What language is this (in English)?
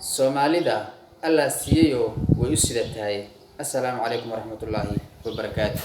Somali